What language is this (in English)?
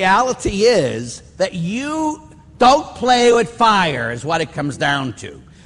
English